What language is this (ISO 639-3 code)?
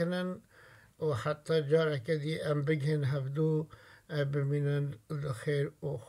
kur